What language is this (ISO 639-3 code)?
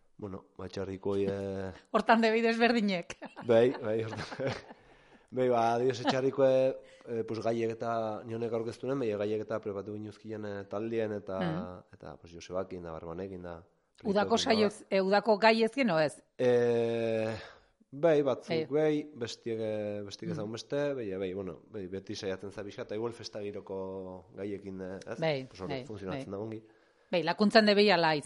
eus